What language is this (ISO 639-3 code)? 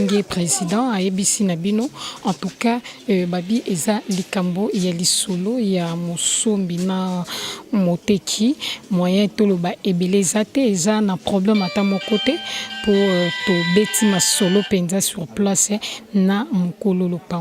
lin